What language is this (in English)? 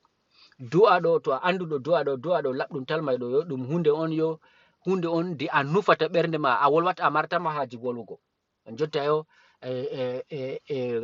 Fula